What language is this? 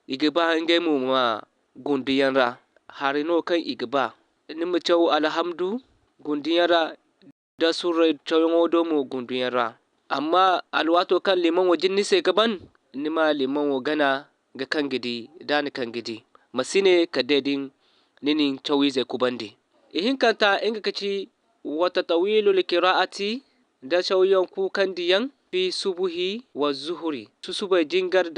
Zarma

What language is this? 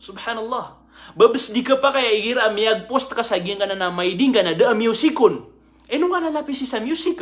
Maranao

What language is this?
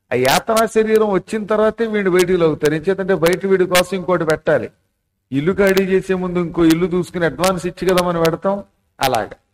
Telugu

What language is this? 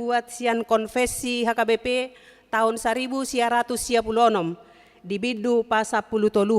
Batak Toba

